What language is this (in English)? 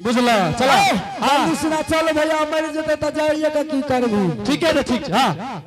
Angika